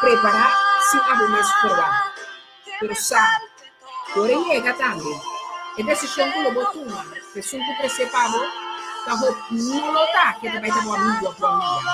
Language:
Papiamento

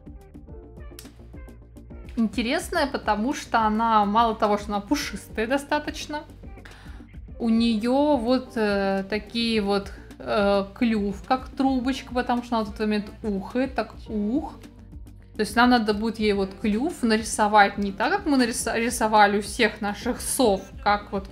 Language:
Russian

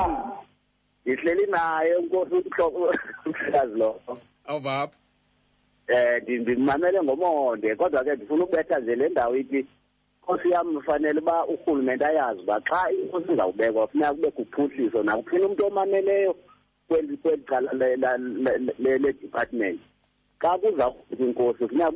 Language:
Xhosa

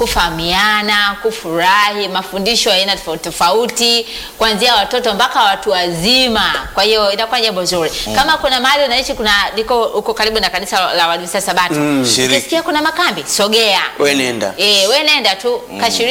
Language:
Swahili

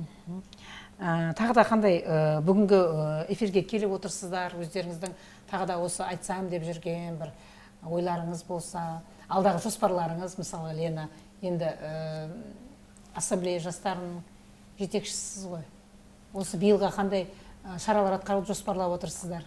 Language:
Kazakh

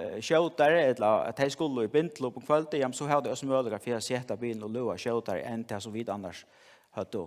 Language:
Faroese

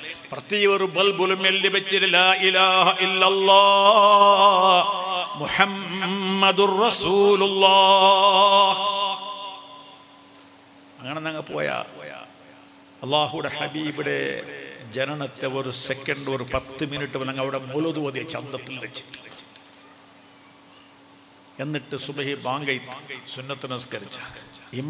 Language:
Malayalam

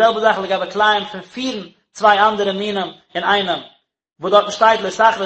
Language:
Yiddish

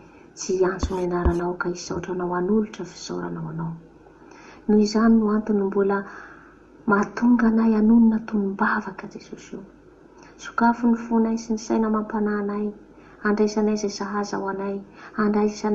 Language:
Malagasy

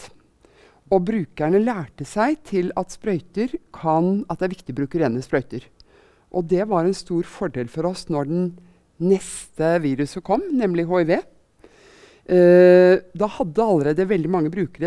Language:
Norwegian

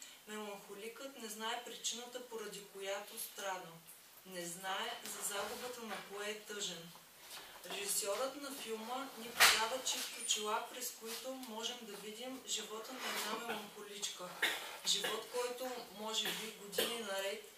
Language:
Bulgarian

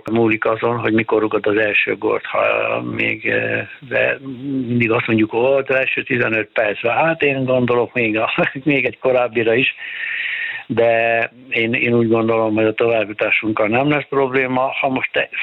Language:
Hungarian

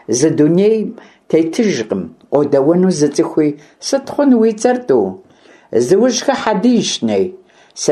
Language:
Kabardian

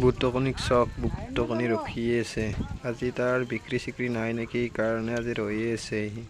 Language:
Assamese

